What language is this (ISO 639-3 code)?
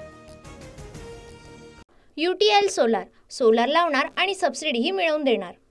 mar